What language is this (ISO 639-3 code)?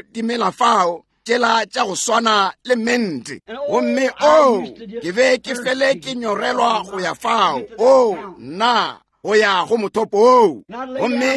nso